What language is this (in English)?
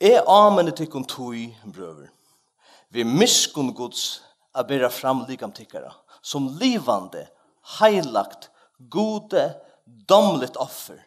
Faroese